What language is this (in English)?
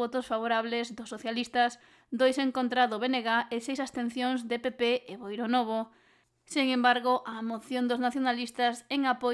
Galician